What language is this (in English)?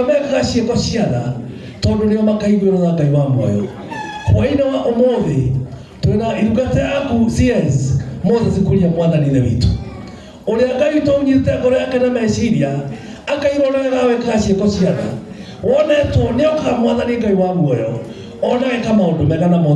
Kikuyu